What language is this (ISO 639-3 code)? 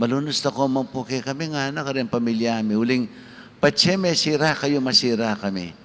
pam